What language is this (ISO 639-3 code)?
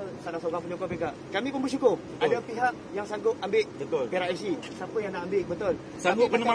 msa